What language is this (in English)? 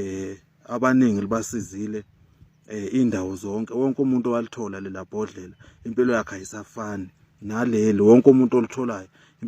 Zulu